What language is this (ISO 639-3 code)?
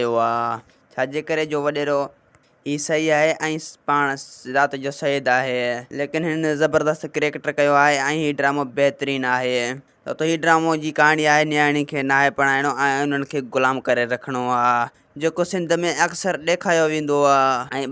snd